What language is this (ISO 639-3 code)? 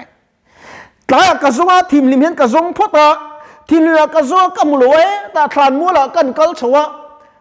lus